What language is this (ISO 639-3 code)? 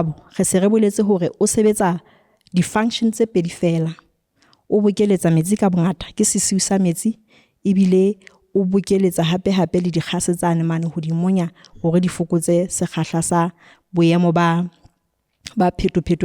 sot